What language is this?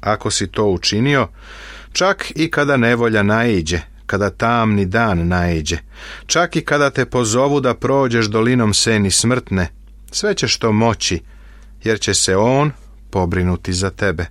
Serbian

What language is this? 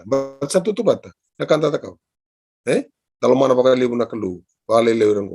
Fijian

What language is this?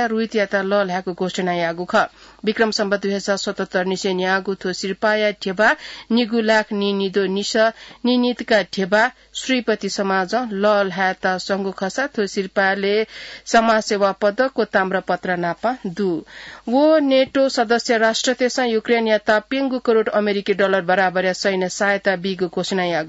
Newari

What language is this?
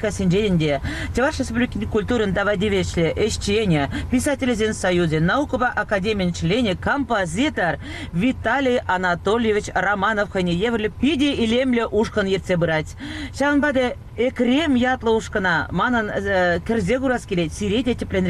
Chuvash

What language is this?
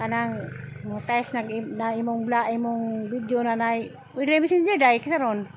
Cebuano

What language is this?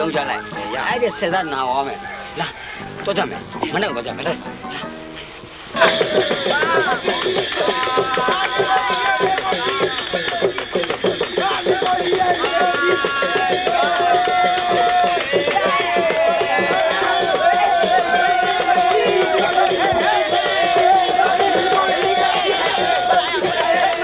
Burmese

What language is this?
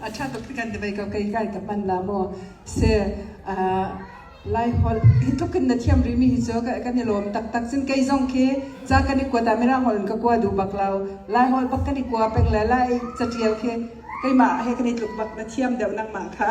Hakha Chin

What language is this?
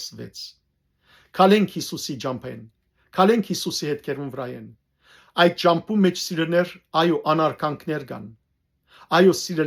Western Armenian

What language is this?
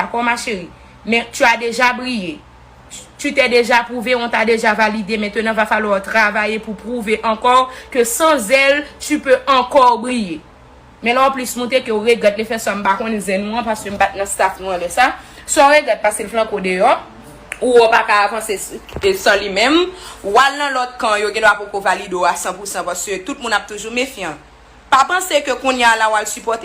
Haitian Creole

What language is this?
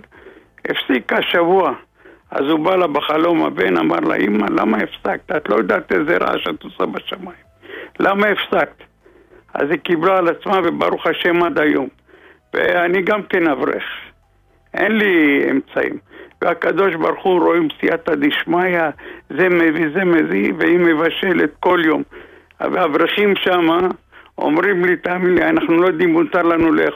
Hebrew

